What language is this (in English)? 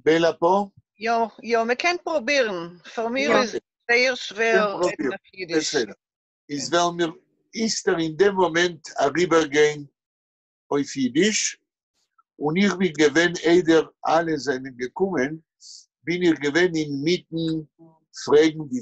Yiddish